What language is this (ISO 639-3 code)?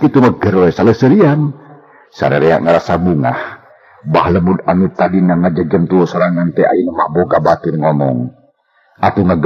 sun